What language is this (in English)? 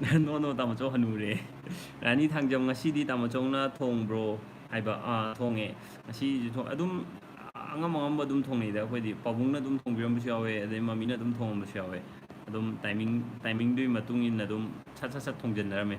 Manipuri